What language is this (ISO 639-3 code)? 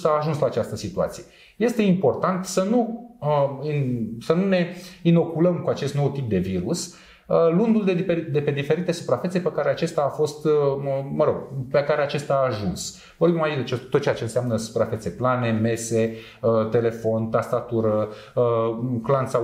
ron